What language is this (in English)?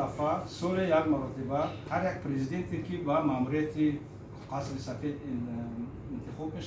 Tajik